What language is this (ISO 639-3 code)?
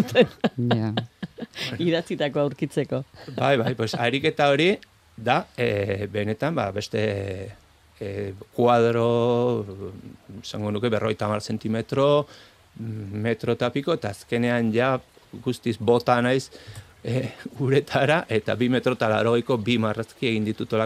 eus